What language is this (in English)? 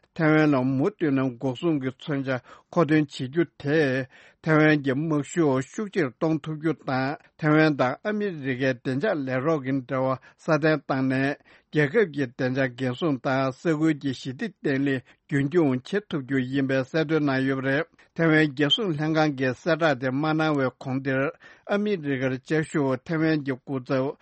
Tibetan